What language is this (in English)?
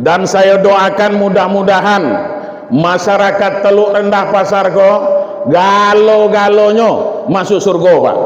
Minangkabau